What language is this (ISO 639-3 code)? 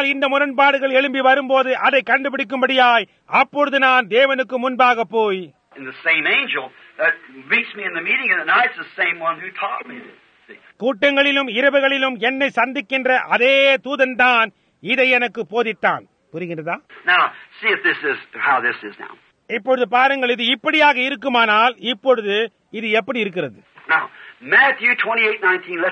tam